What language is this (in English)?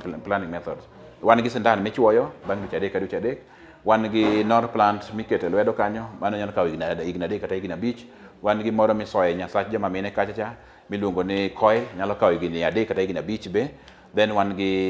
Luo (Kenya and Tanzania)